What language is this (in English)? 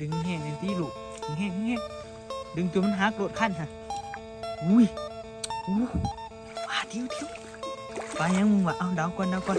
Northeastern Thai